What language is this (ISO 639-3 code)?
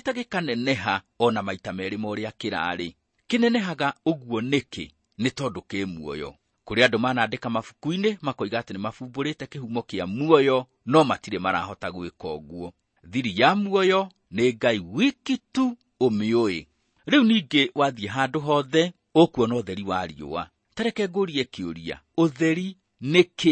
kik